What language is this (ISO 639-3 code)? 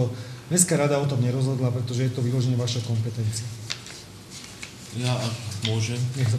slk